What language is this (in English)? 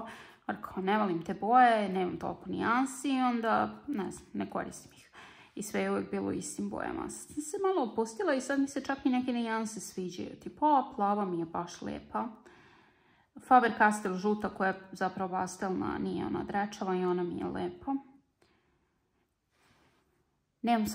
Croatian